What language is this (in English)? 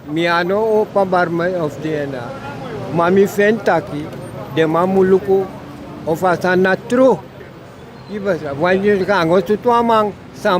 Sranan Tongo